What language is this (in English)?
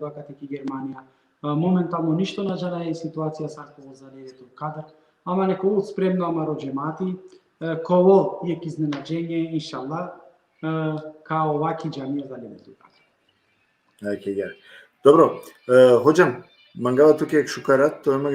Balkan Romani